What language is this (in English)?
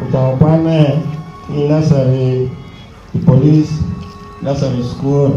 Acoli